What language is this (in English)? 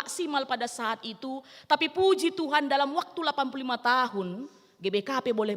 Batak Karo